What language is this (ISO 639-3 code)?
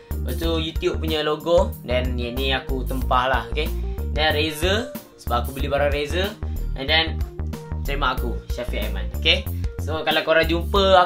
msa